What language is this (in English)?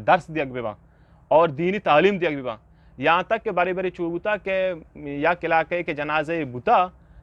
Eastern Balochi